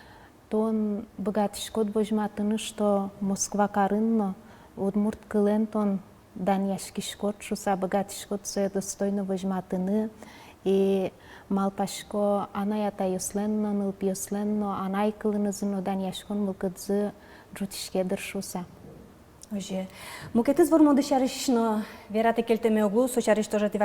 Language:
Udmurt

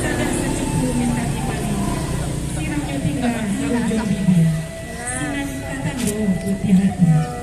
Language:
Minangkabau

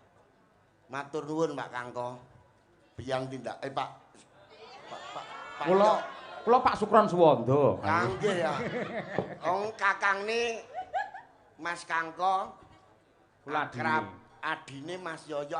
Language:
Javanese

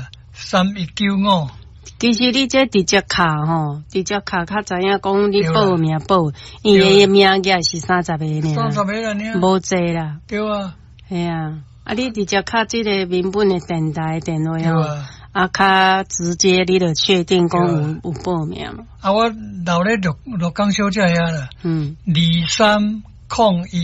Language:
Min Nan Chinese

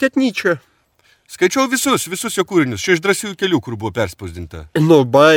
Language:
Lithuanian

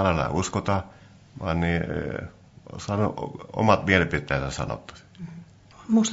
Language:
Finnish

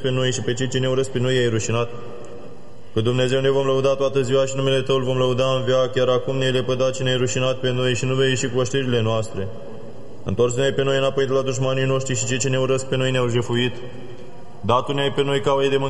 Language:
Romanian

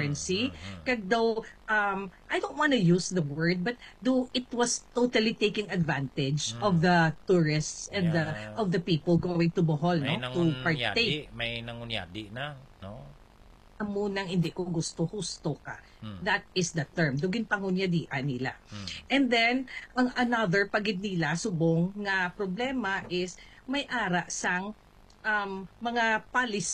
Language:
Hiligaynon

